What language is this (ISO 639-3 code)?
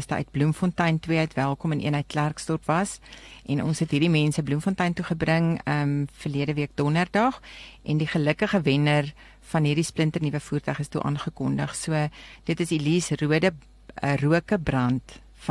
afr